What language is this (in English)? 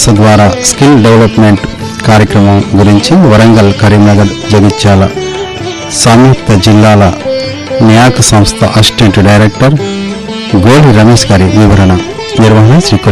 Telugu